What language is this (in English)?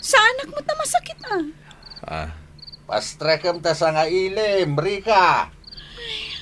Iloko